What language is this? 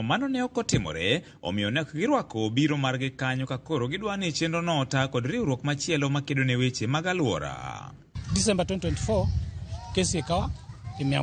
Luo (Kenya and Tanzania)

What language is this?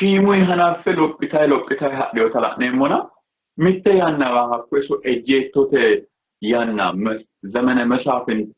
Sidamo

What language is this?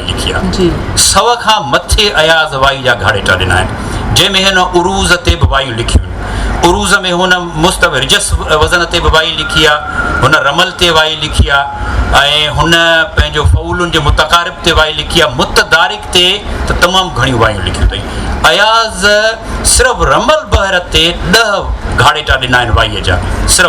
Sindhi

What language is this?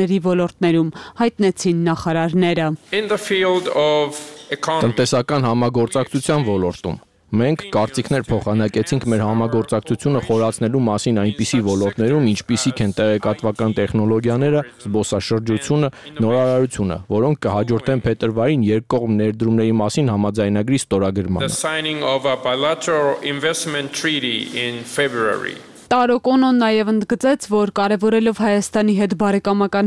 Armenian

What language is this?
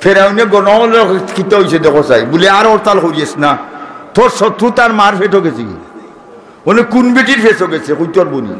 Sylheti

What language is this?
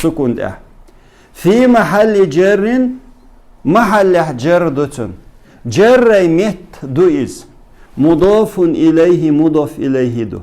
Chechen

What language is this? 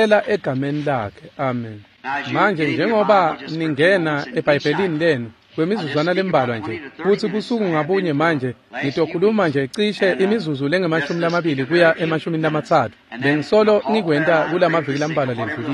Swati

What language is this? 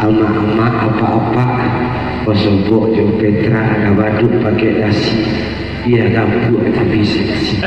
Minangkabau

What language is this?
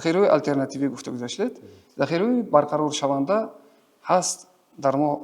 Tajik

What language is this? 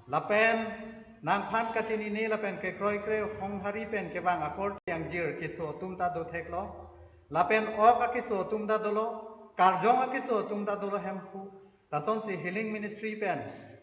Karbi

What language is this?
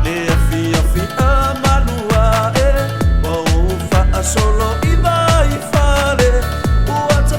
Samoan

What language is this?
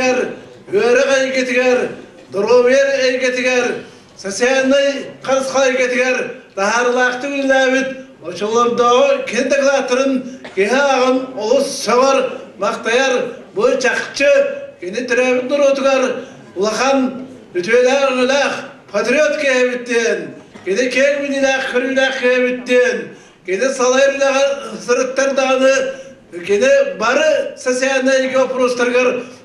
Yakut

